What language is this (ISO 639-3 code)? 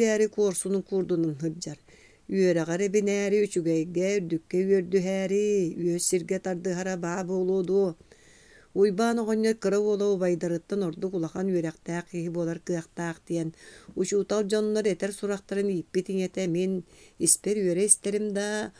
sah